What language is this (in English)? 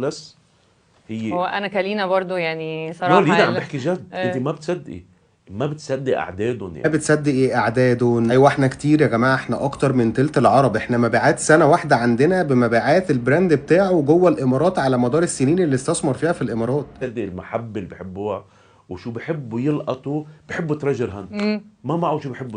Egyptian Arabic